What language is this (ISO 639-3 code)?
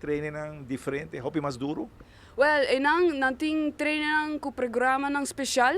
pap